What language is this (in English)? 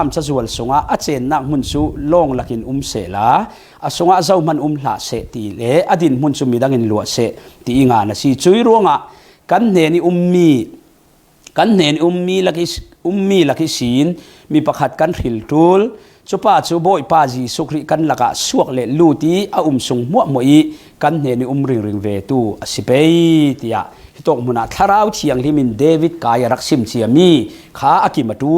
Falam Chin